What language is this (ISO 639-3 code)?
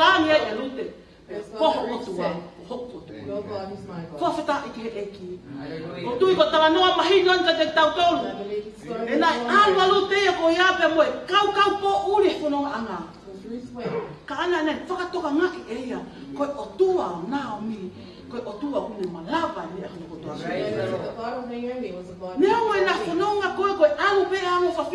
ton